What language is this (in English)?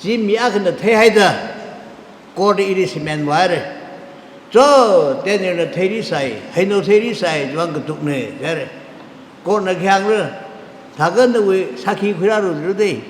Tangkhul Naga (India)